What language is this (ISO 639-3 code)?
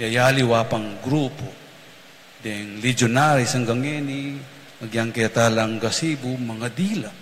pam